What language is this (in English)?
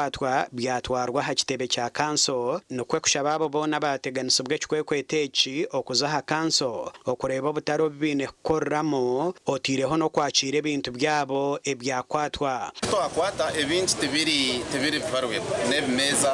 Nyankole